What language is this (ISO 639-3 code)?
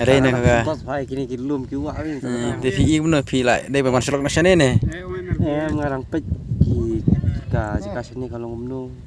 kha